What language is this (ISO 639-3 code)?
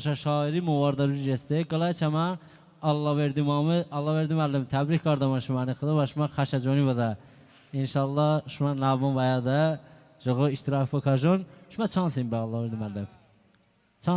tly